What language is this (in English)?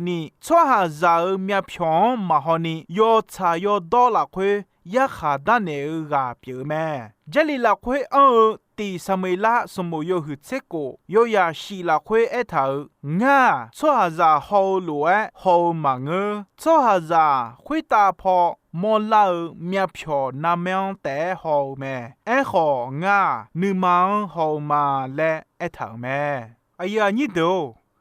Akha